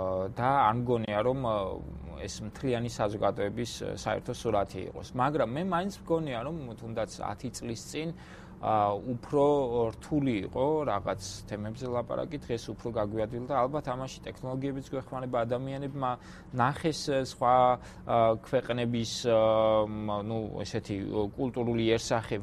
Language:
Georgian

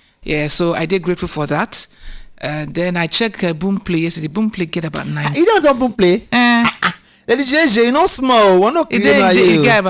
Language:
Nigerian Pidgin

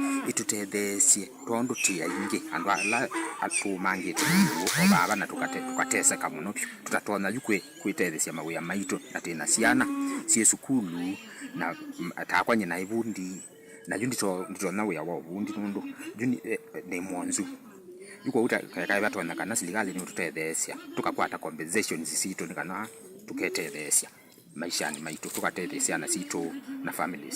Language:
Kamba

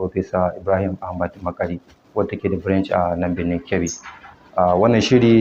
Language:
Hausa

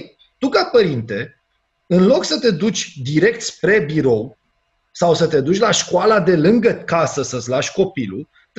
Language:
Romanian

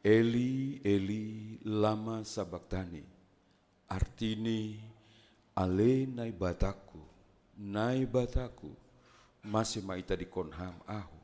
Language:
Batak Simalungun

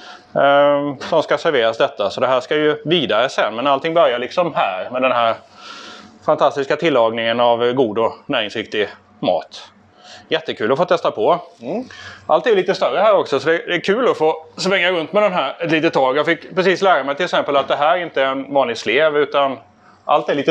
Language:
Swedish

